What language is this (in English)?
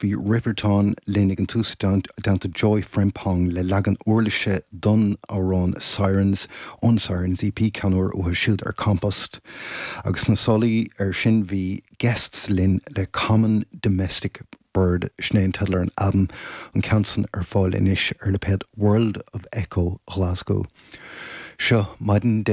Irish